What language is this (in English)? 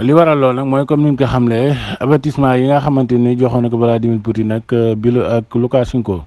Wolof